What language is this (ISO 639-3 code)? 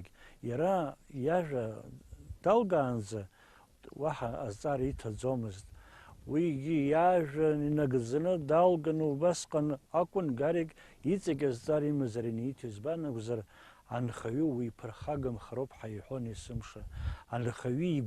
abk